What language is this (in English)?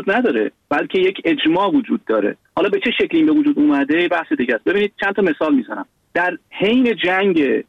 Persian